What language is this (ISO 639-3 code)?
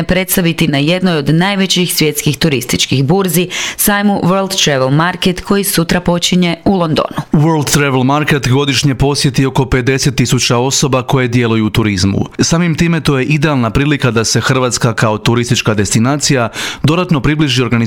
hrv